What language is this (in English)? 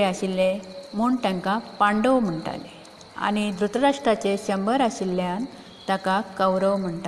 Konkani